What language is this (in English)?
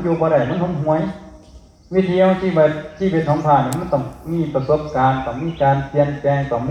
Northeastern Thai